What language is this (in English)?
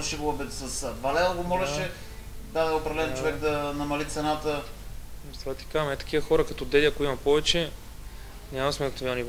Bulgarian